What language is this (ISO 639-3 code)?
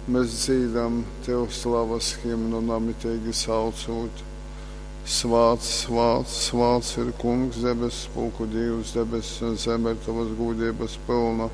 ltg